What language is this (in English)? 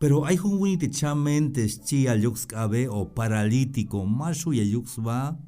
Tzeltal